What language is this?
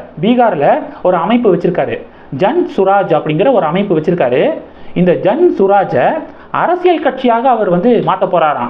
Tamil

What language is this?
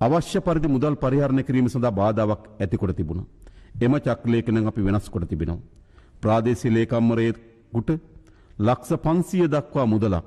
Sinhala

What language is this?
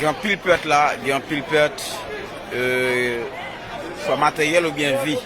Haitian Creole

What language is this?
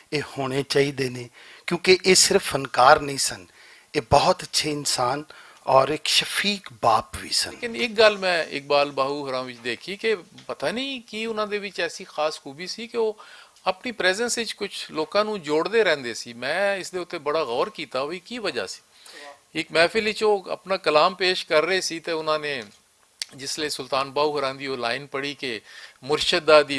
Western Panjabi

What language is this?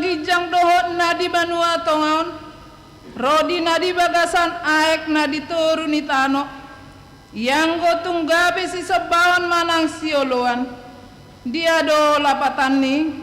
Batak Toba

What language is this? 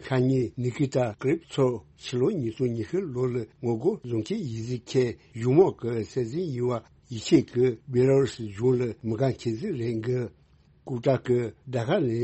Tibetan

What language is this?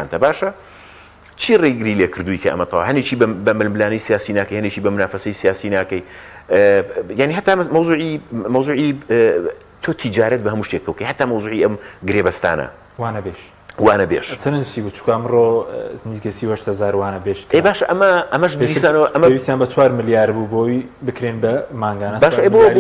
Central Kurdish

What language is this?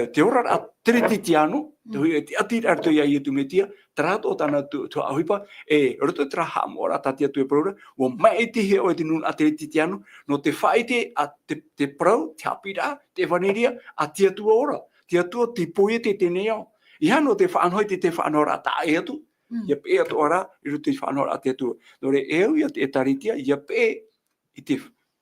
Tahitian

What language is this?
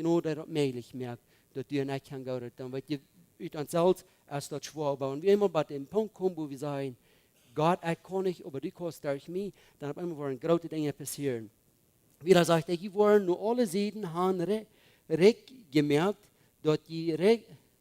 Plautdietsch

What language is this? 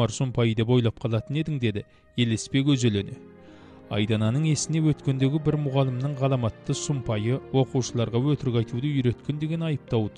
Kazakh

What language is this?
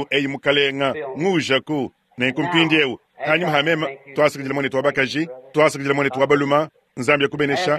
Luba-Lulua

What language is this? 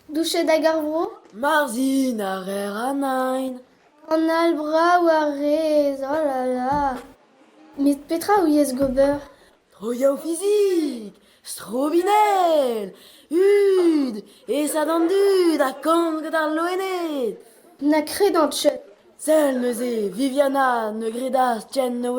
Breton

